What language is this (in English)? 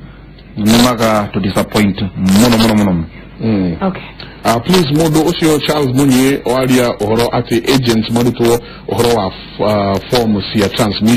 Kikuyu